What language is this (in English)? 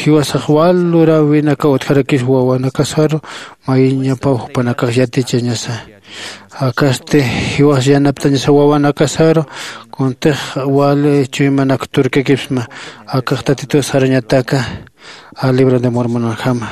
Aymara